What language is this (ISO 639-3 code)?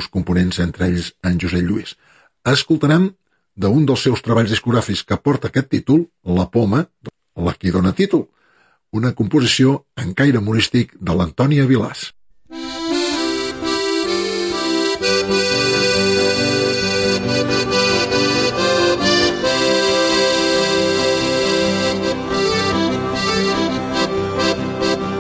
cat